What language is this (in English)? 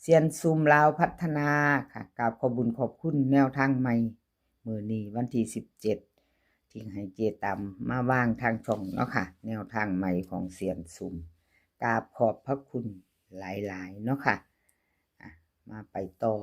Northeastern Thai